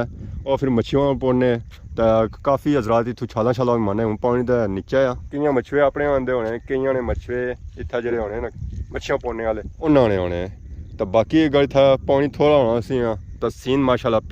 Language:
Pahari-Potwari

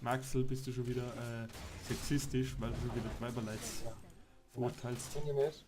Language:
Bavarian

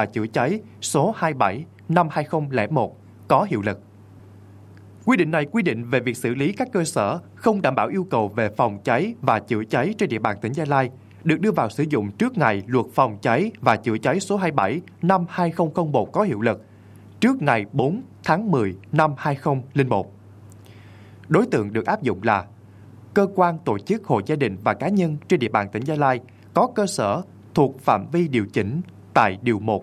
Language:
Vietnamese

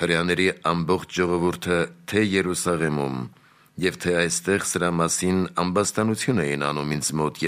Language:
Armenian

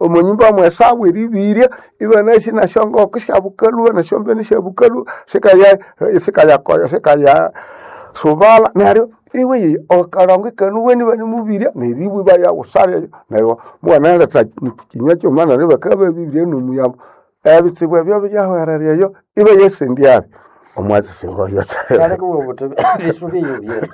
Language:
Nande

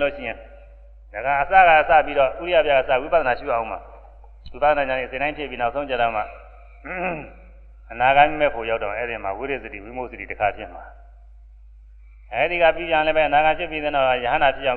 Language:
Burmese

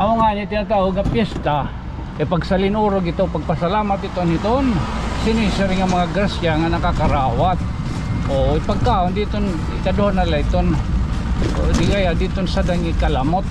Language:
Waray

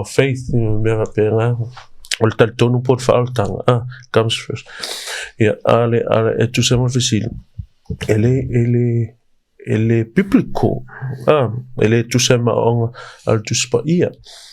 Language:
Samoan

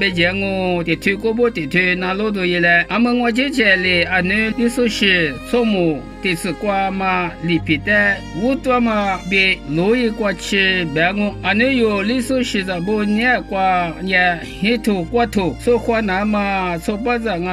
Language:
Lisu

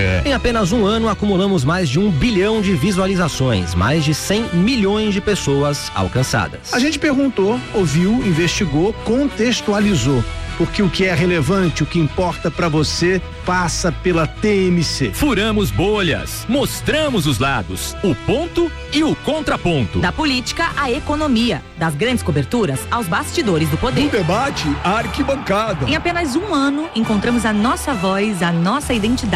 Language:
Portuguese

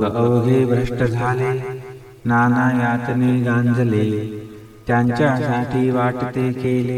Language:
Marathi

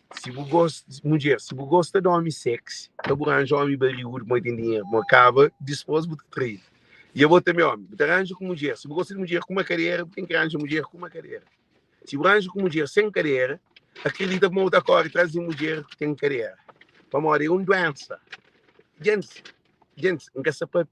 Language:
Kabuverdianu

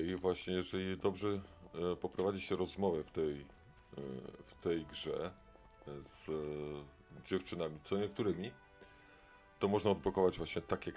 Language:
Polish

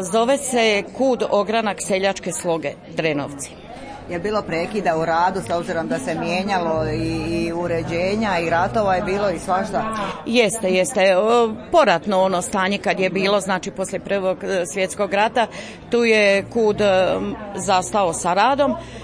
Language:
Croatian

